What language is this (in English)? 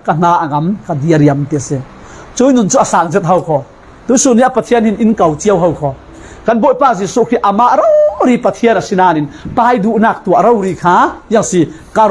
Falam Chin